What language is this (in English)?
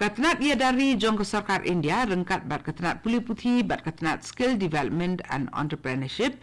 Khasi